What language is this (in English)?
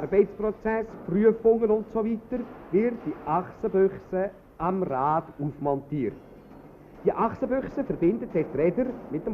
Swiss German